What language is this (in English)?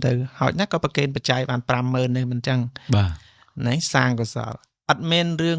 Khmer